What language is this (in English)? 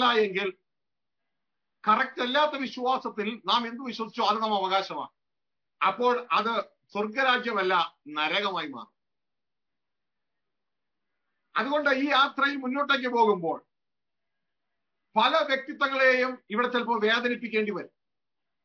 Malayalam